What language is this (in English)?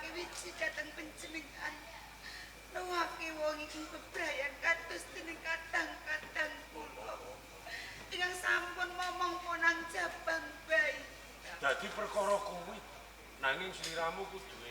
Javanese